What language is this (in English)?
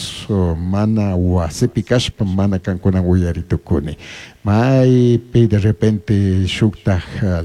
Chimborazo Highland Quichua